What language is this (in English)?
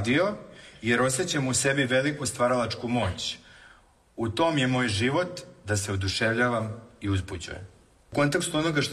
Serbian